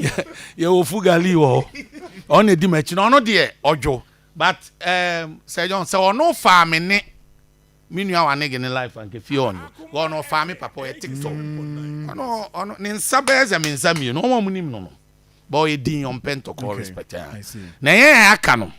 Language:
Akan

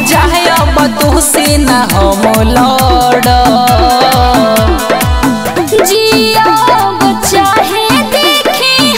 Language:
Bhojpuri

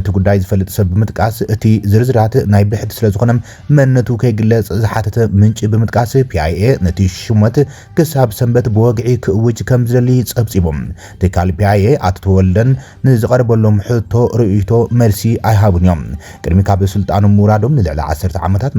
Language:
Tigrinya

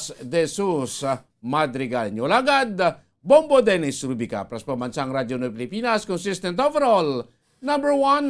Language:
Hiligaynon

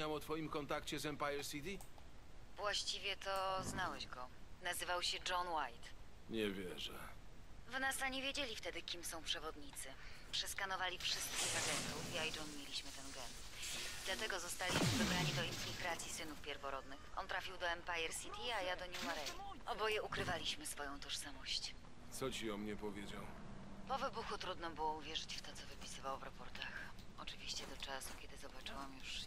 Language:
Polish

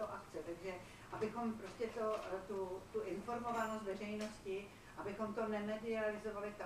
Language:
Czech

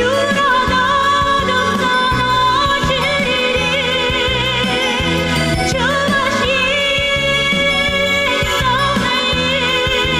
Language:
Chuvash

